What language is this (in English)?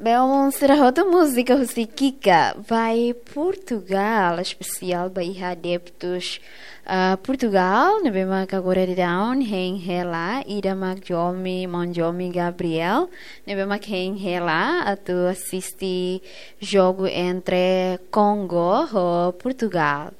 Tetum